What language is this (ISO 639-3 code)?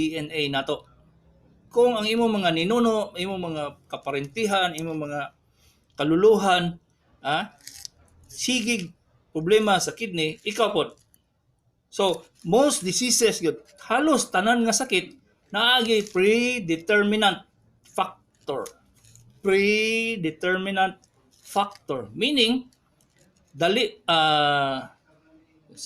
ceb